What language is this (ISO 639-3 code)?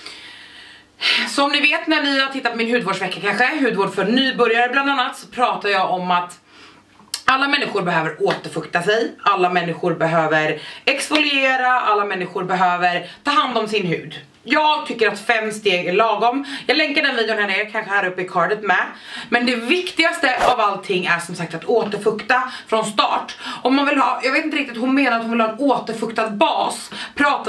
swe